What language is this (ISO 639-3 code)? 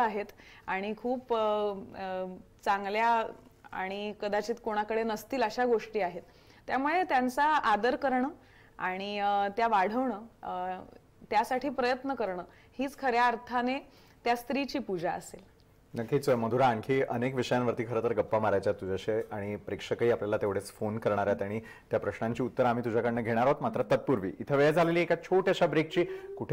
mar